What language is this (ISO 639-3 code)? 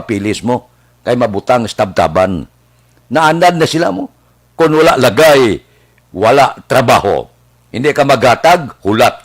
hil